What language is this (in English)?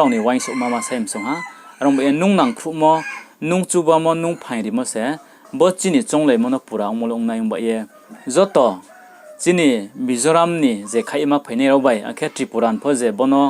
Riang (India)